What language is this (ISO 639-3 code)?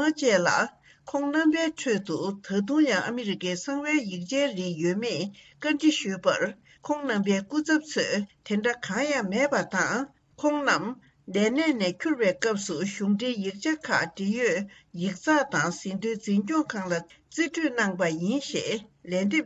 bod